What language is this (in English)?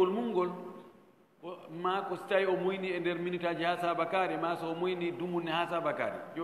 Fula